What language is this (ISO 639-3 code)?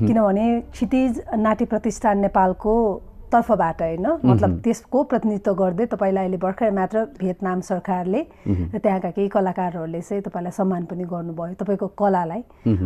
nep